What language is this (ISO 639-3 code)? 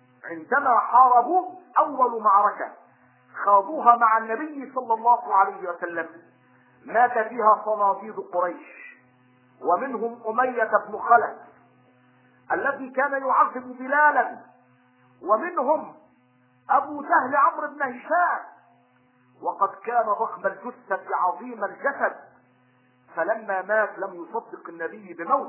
ara